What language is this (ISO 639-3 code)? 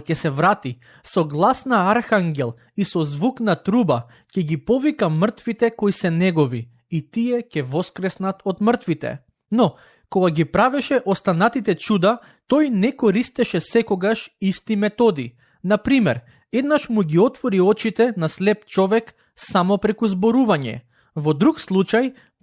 mkd